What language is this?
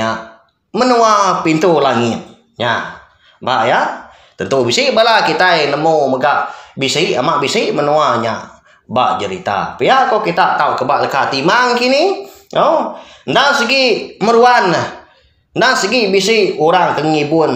Iban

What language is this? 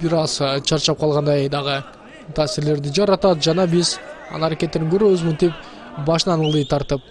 Kyrgyz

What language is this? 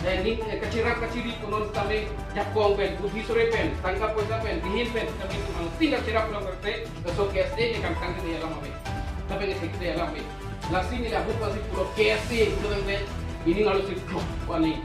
Karbi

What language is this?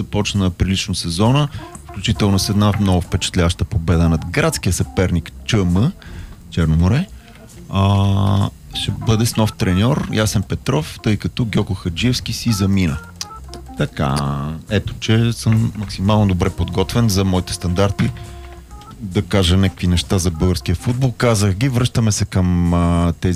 Bulgarian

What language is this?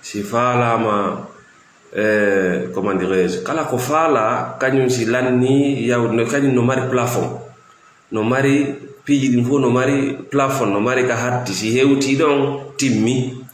Fula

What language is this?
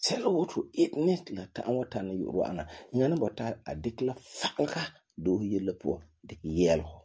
Frafra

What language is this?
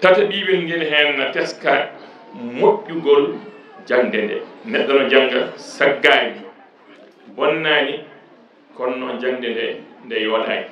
Fula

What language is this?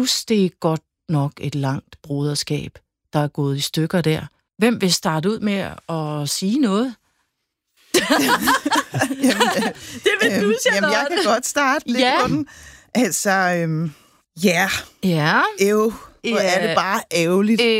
Danish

